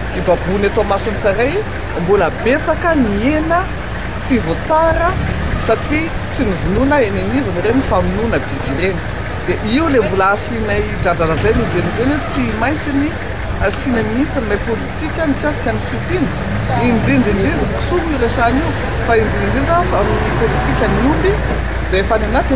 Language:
Malagasy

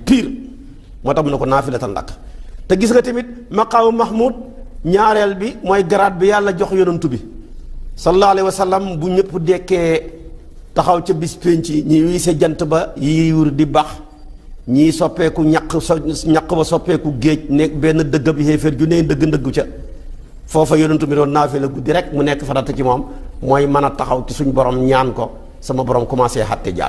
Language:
Wolof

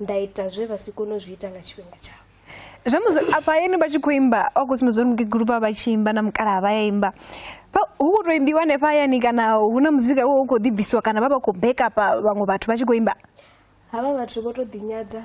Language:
Venda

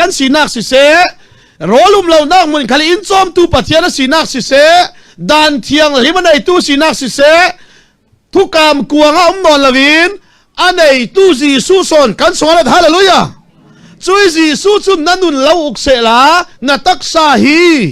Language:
Falam Chin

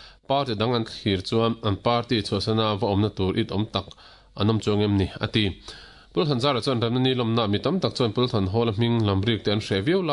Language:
Mizo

